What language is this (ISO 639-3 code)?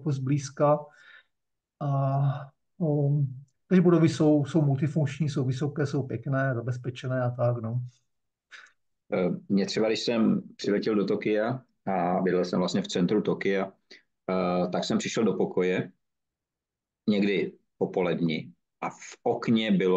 ces